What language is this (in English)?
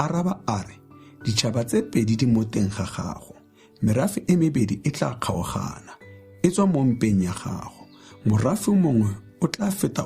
Tswana